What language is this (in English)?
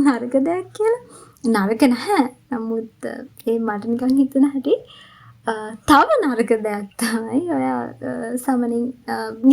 Sinhala